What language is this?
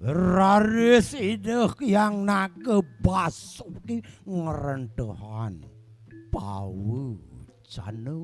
Balinese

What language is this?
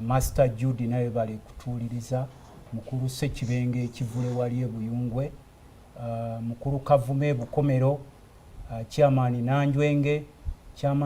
Ganda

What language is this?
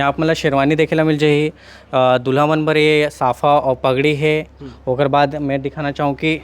Chhattisgarhi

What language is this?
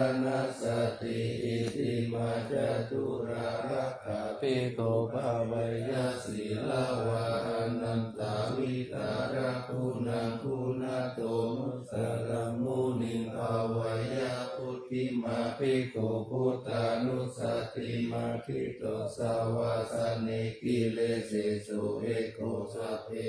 Pali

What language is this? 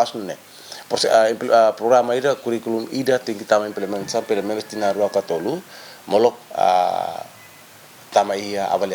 Tetum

